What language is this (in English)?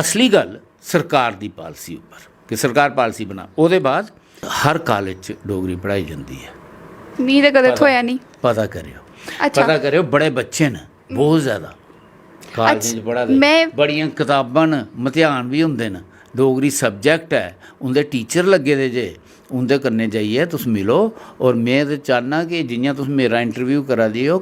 Dogri